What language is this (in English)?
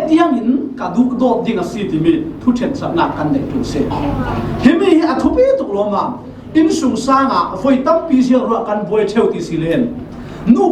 Falam Chin